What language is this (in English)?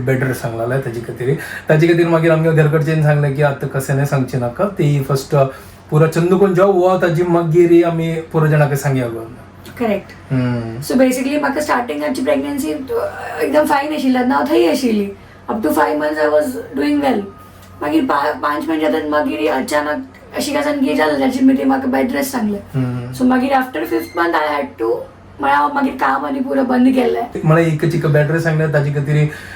Konkani